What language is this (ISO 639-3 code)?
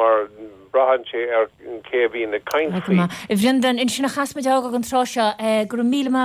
gle